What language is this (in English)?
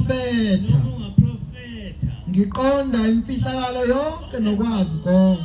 Zulu